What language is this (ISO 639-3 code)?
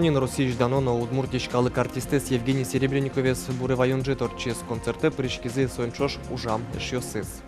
udm